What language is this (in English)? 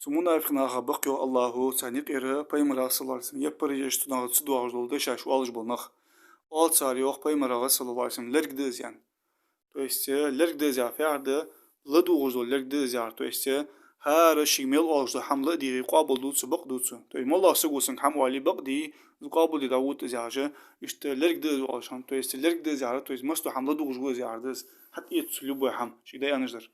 Ingush